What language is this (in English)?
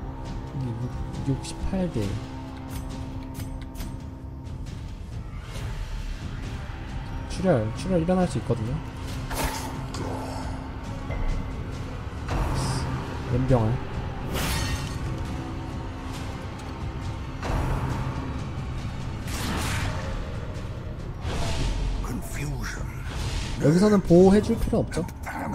Korean